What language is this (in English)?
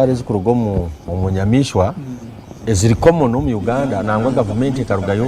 Nyankole